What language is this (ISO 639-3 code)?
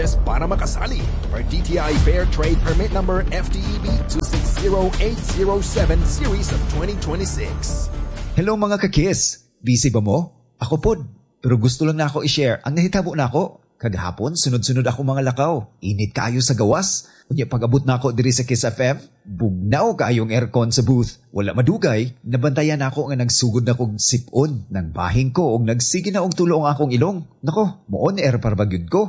ceb